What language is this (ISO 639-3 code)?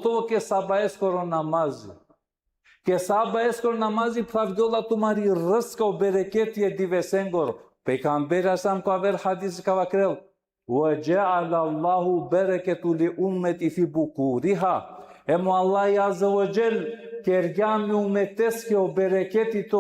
rmn